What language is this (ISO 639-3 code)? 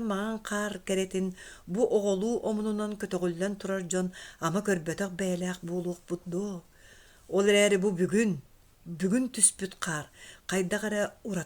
sah